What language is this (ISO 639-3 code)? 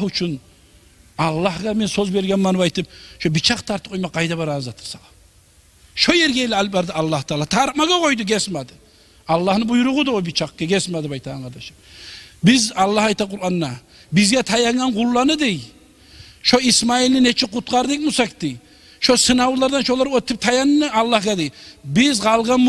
kum